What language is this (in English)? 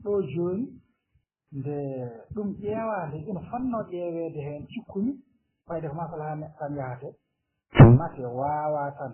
Fula